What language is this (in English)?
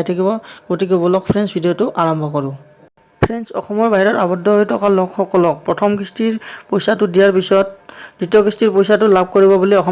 Assamese